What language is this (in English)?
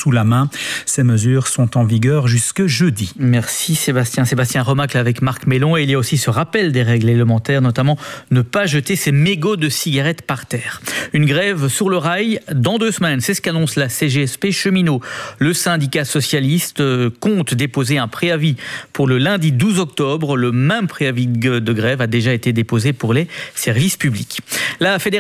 French